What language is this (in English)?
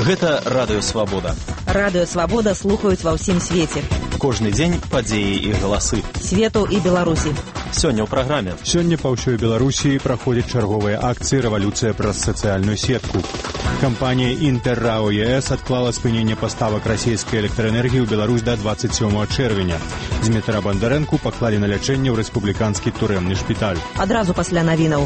Belarusian